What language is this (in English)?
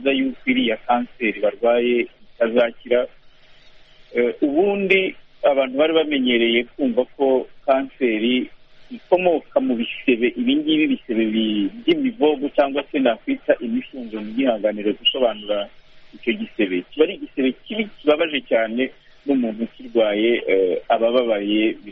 Kinyarwanda